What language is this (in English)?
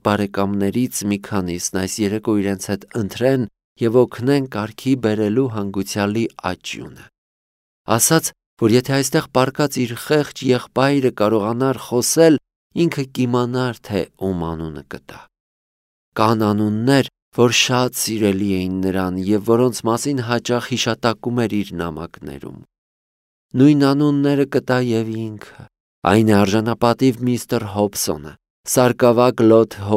Armenian